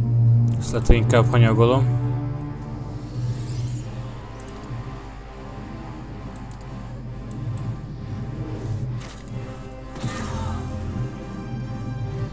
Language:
Hungarian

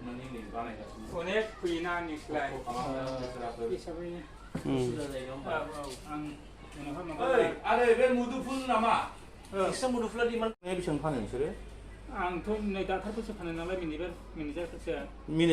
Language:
Bodo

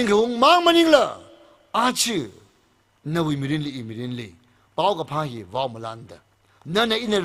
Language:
Tangkhul Naga (India)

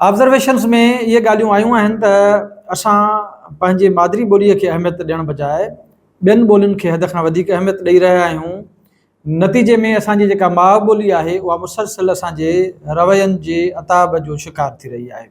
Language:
Sindhi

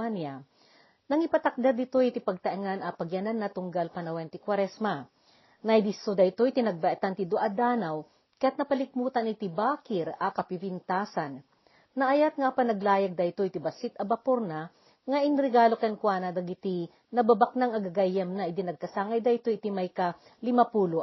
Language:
Iloko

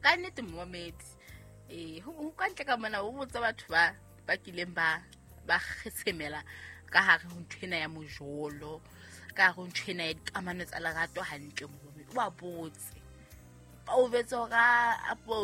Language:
Southern Sotho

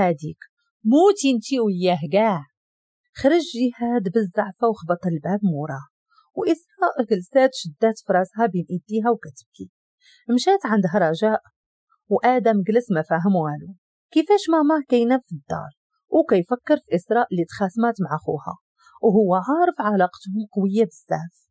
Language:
Moroccan Arabic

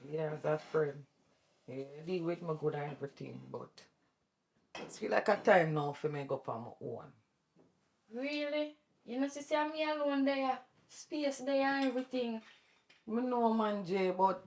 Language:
Jamaican Creole English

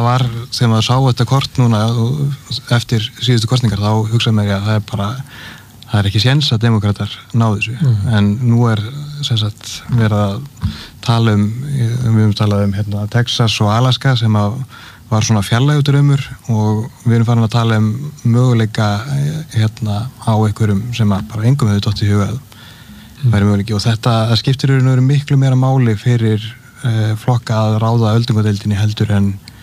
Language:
Icelandic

